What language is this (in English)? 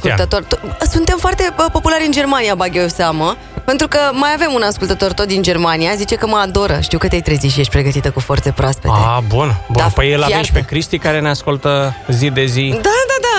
Romanian